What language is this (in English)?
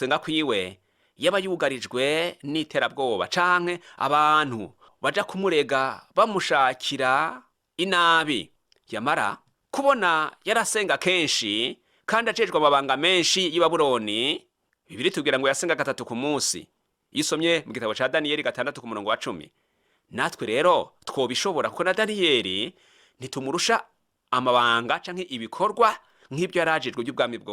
Rundi